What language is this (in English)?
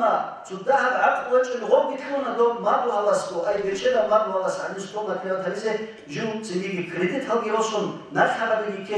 Avaric